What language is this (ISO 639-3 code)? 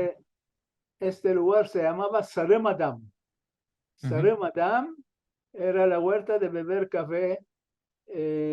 lad